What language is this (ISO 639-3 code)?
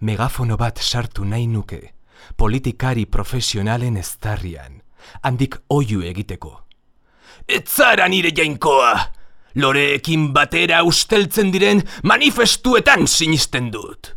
eus